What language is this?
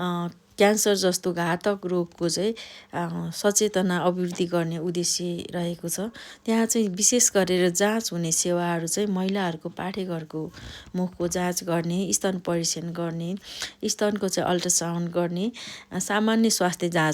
Nepali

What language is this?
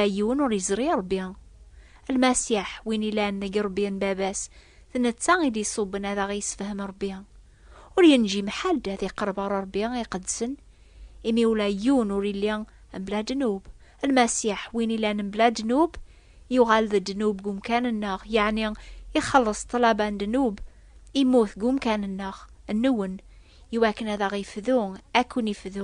Kabyle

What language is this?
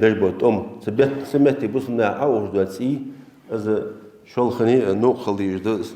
Ingush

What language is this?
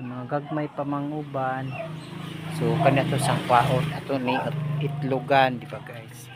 Cebuano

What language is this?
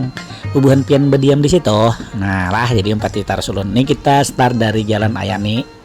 Banjar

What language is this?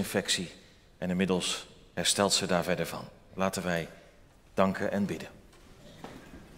Dutch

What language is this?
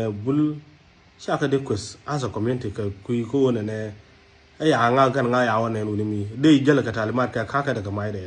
Nuer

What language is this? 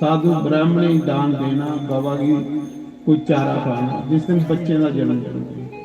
Dogri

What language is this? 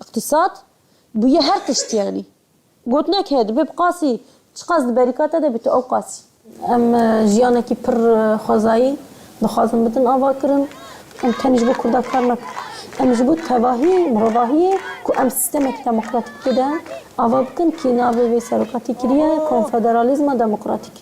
Kurdish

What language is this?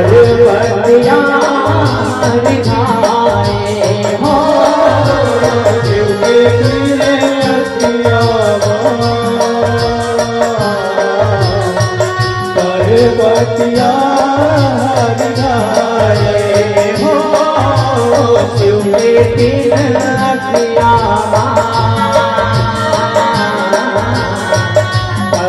Chhattisgarhi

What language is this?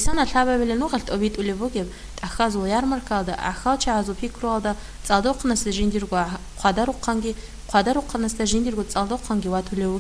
Avaric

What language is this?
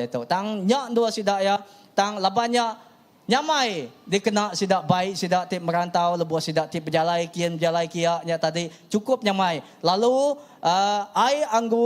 Iban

